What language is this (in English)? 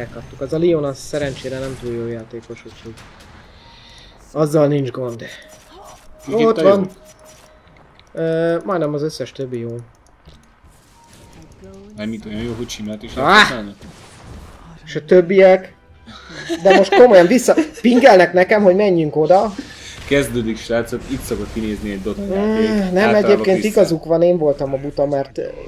Hungarian